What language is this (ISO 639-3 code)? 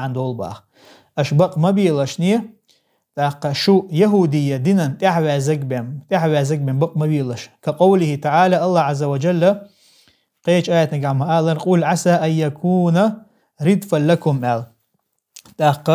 che